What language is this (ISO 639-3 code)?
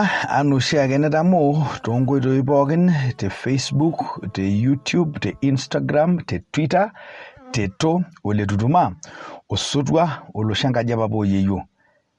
mas